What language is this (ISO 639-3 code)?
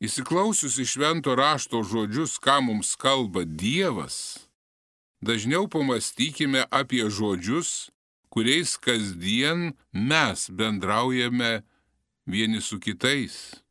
lit